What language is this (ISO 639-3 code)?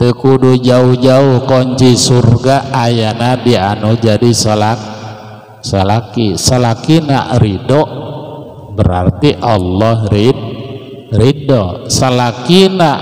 sun